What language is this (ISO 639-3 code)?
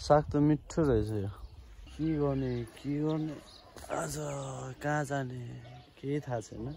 nep